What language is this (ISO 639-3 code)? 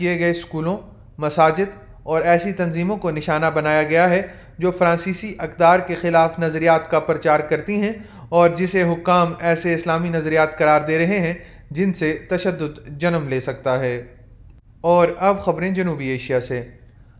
urd